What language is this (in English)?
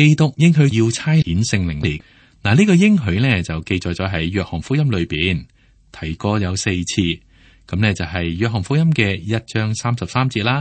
Cantonese